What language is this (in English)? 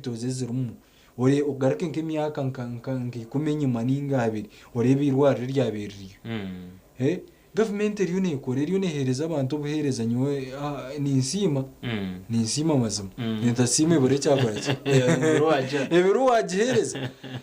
Nyankole